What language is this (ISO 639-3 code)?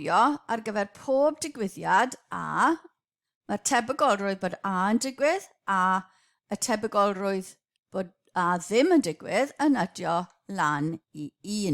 cym